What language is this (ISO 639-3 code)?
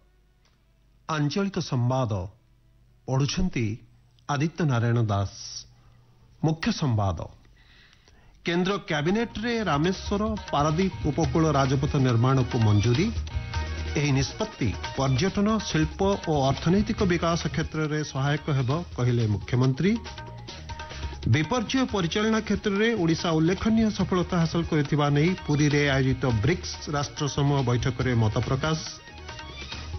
ori